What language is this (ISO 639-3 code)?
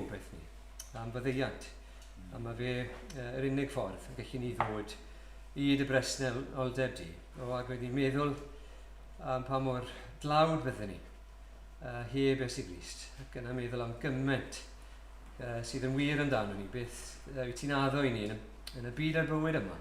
cym